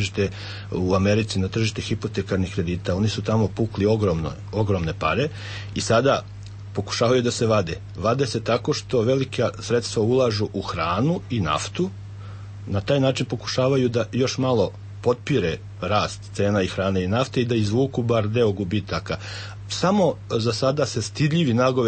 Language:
Serbian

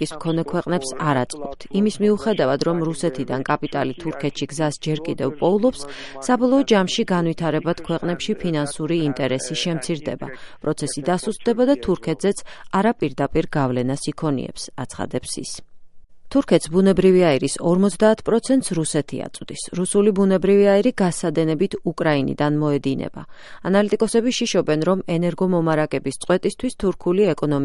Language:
Georgian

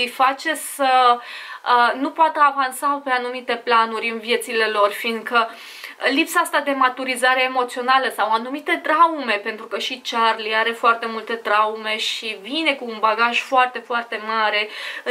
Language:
Romanian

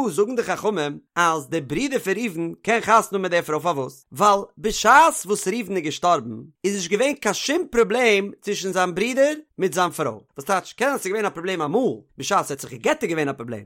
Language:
Yiddish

